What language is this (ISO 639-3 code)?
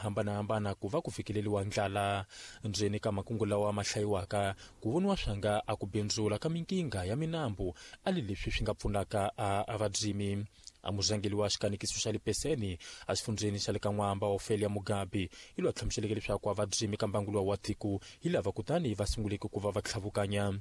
tso